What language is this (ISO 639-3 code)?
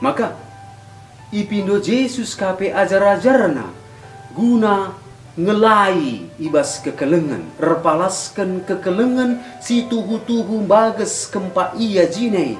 btx